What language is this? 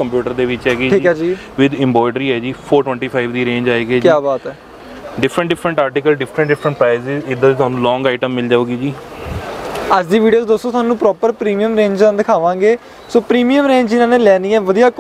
Punjabi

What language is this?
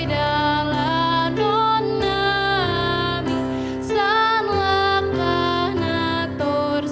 Batak Simalungun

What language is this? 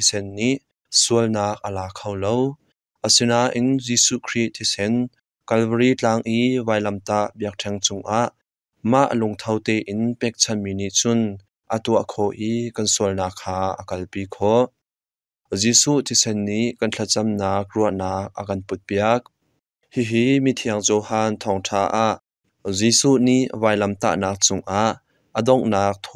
Hakha Chin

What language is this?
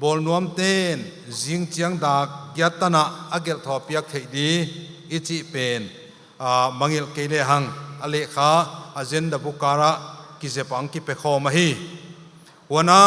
Paite Chin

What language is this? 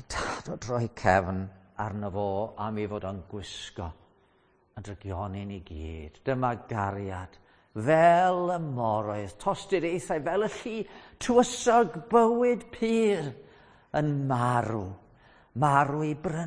Welsh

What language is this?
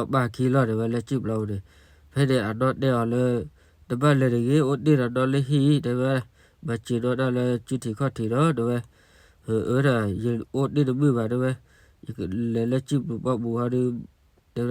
S'gaw Karen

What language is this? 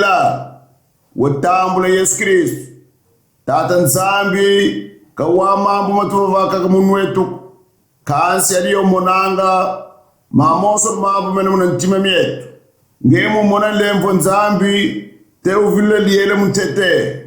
Kongo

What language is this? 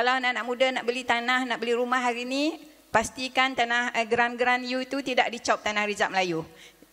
Malay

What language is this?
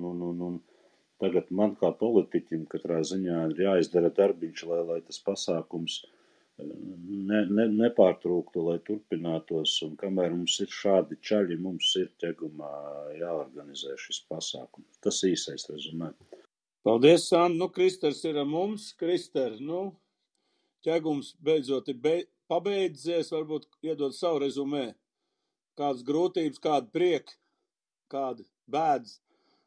Latvian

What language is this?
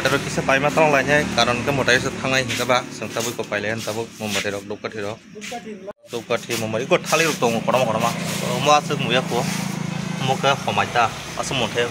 Kok Borok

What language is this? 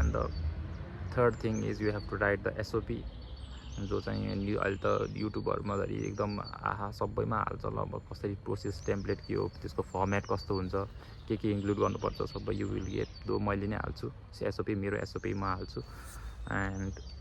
Nepali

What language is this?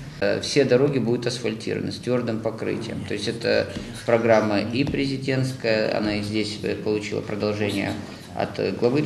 Crimean Tatar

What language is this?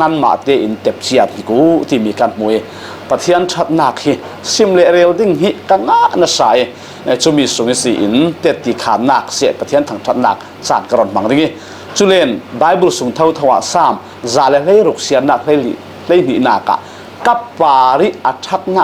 Falam Chin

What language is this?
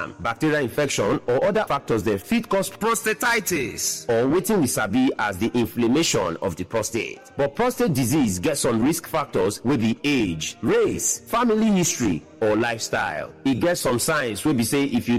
Nigerian Pidgin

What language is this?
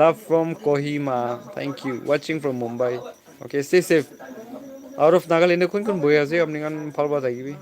Naga Pidgin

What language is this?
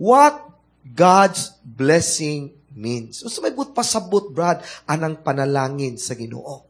Cebuano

